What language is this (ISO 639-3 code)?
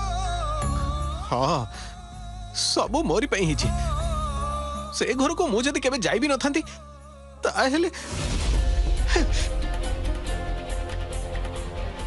ori